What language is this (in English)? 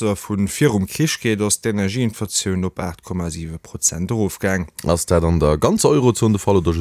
Luxembourgish